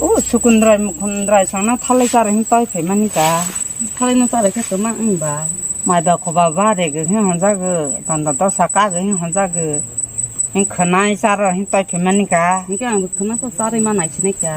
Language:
Kok Borok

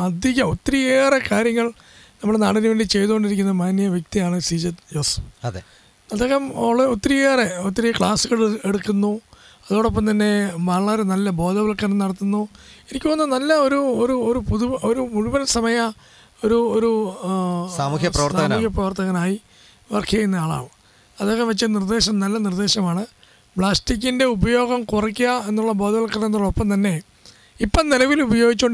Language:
Malayalam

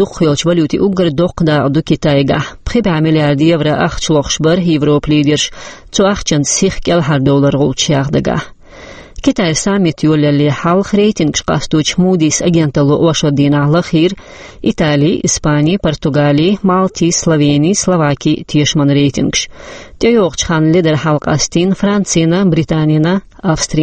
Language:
Chechen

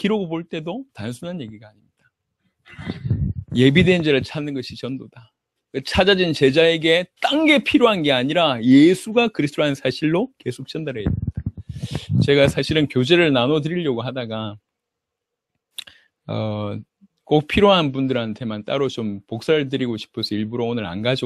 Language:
Korean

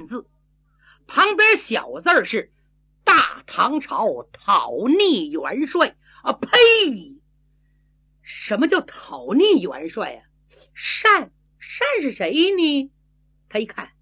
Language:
Chinese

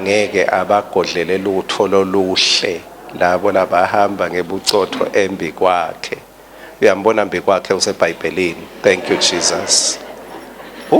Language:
Swati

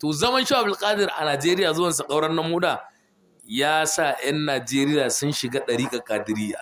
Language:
Hausa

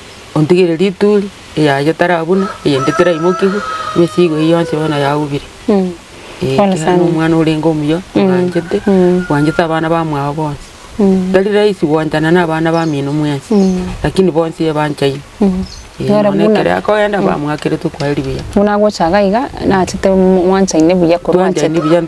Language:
Gusii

